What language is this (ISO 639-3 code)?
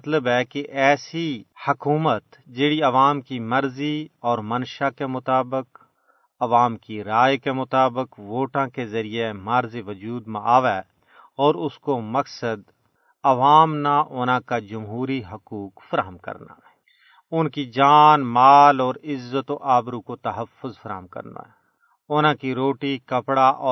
gju